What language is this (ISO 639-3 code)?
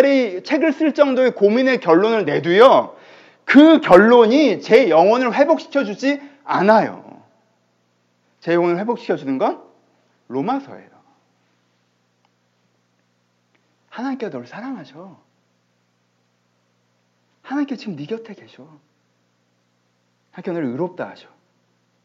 kor